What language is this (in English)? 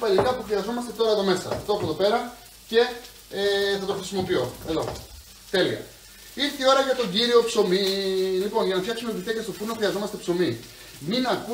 Greek